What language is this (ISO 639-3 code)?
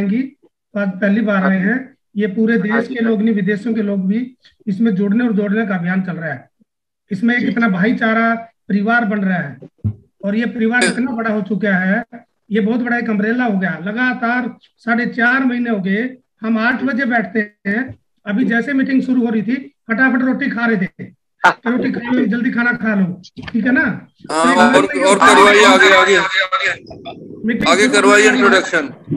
hin